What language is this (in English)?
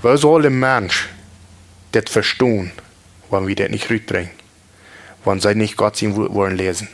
Plautdietsch